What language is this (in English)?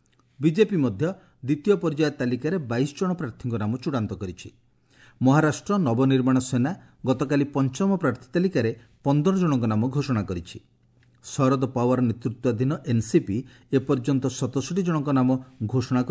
Odia